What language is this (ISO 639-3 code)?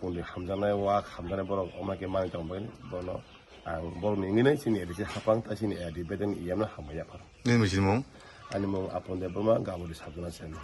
trp